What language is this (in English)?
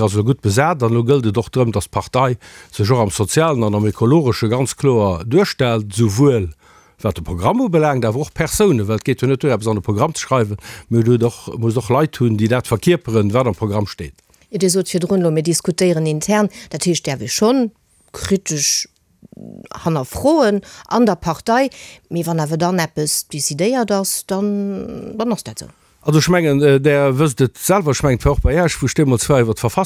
Luxembourgish